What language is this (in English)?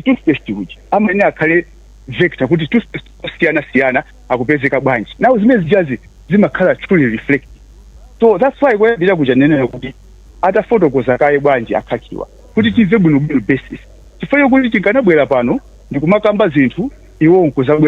Nyanja